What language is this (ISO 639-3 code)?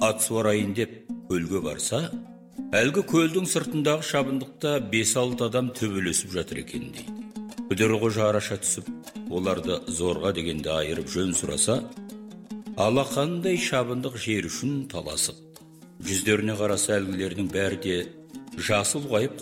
kaz